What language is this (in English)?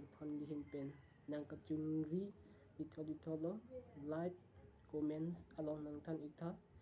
Karbi